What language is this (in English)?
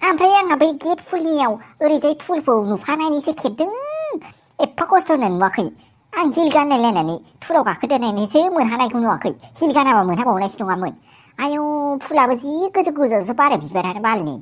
Bodo